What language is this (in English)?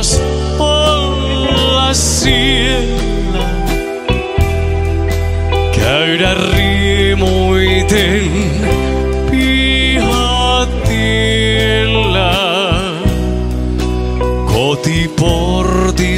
Finnish